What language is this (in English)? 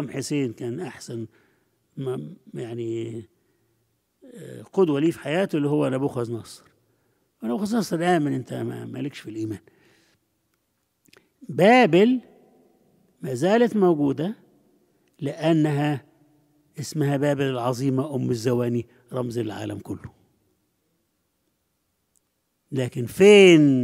Egyptian Arabic